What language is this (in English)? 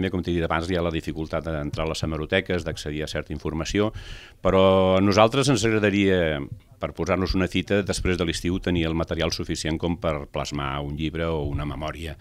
Catalan